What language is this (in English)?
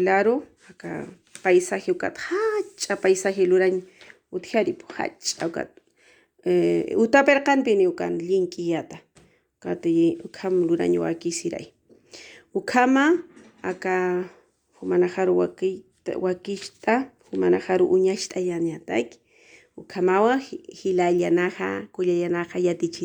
Aymara